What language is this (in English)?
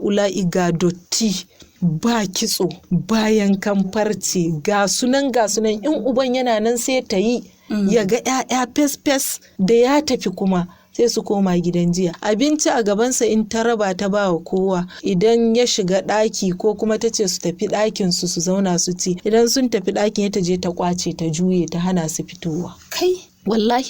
Hausa